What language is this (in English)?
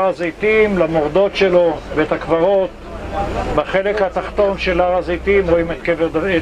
Hebrew